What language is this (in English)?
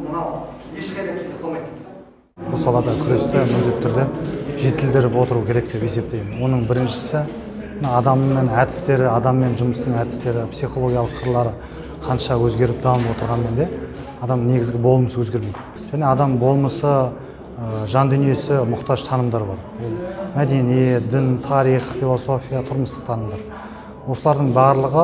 Kazakh